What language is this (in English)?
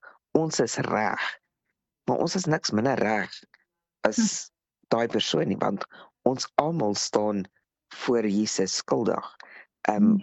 Afrikaans